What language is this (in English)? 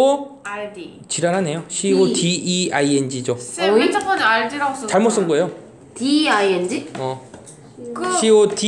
Korean